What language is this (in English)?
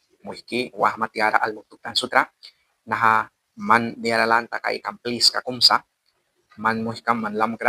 Mískito